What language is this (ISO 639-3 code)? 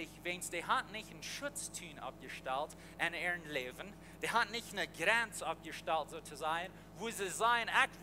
pdt